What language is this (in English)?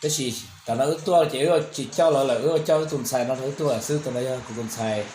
Hmong